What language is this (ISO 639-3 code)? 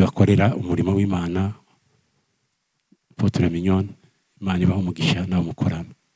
kin